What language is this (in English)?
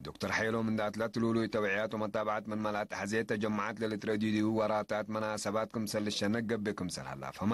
Tigre